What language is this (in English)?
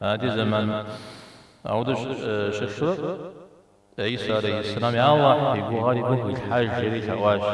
Kabardian